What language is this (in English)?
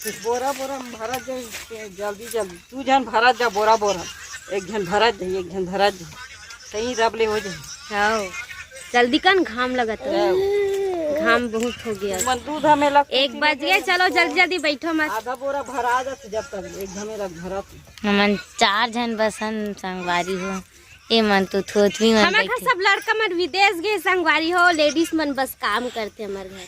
Chhattisgarhi